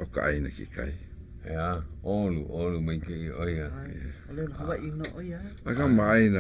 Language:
Hawaiian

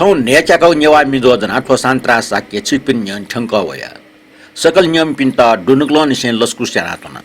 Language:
Newari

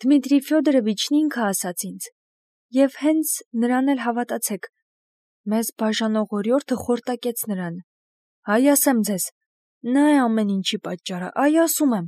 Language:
Armenian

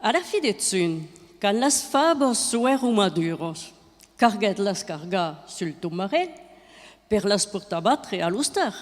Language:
Occitan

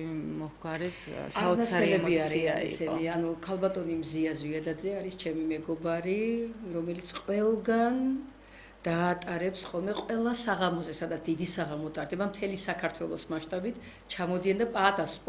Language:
Georgian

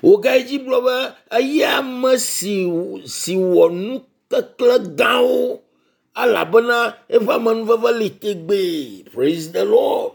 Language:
Ewe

